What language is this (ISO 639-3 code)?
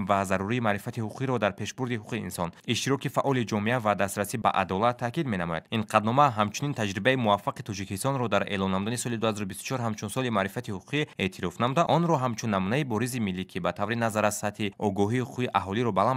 tgk